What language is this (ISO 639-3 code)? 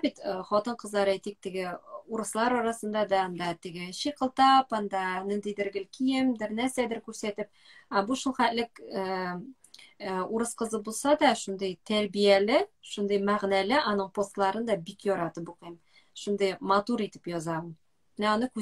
tat